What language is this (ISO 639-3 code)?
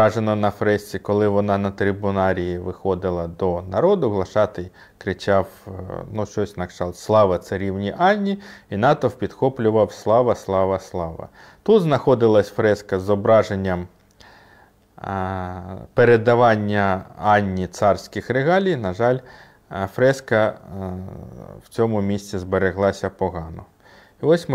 ukr